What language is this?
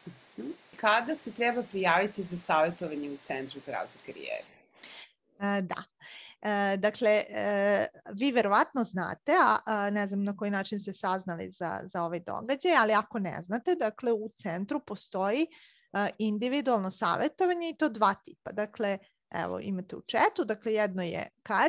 Serbian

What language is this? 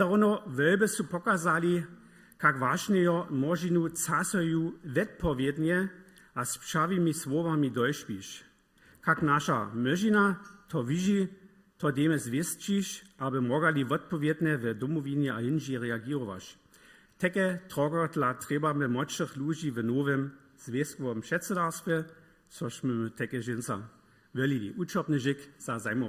Upper Sorbian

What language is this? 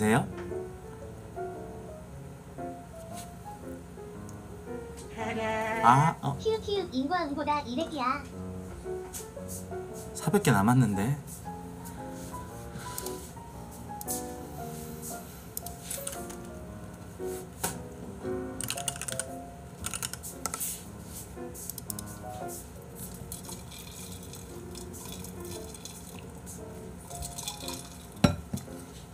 Korean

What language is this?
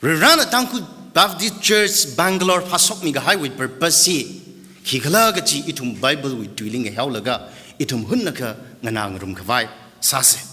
Tangkhul Naga (India)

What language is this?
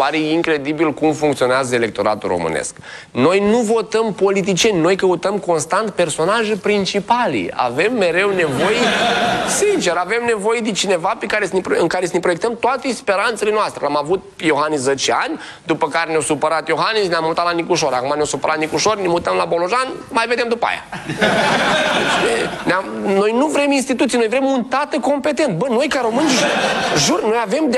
Romanian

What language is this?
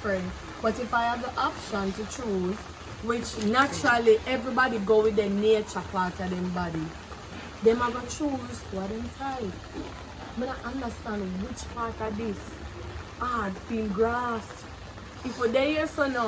Jamaican Creole English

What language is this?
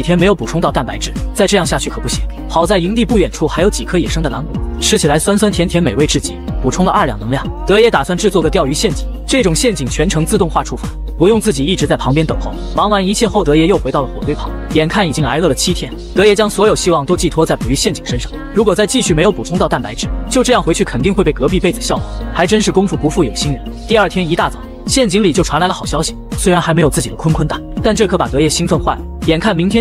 Chinese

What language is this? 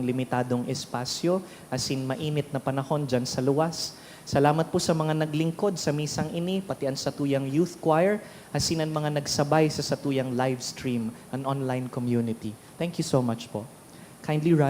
Bikol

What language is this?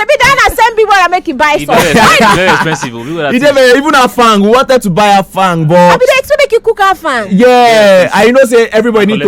Nigerian Pidgin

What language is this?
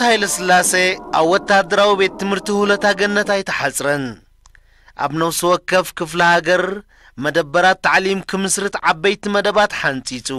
Tigrinya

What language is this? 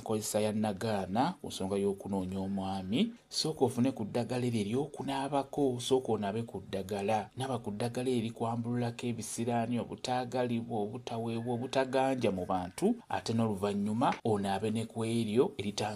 Ganda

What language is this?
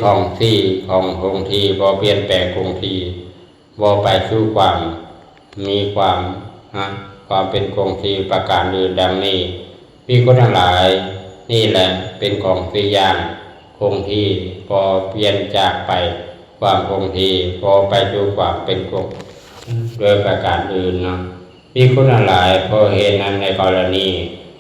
Lao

